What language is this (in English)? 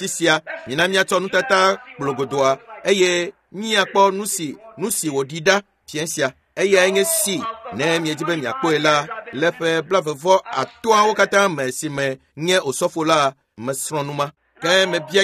Ewe